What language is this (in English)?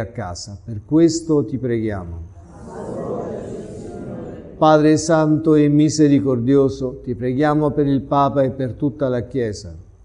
Italian